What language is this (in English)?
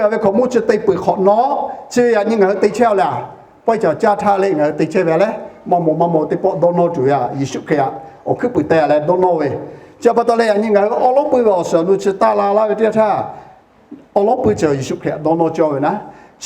Lahu